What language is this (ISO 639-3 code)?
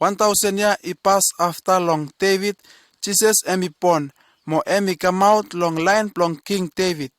bis